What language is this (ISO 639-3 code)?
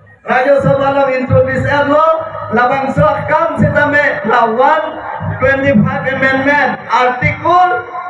mjw